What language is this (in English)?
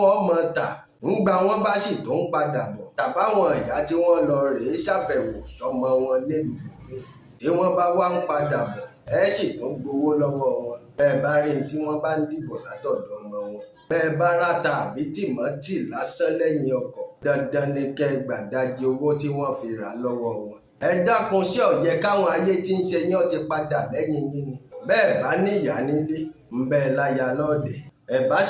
Yoruba